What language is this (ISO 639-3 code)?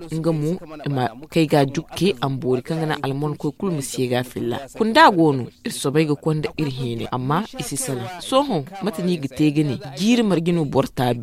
dje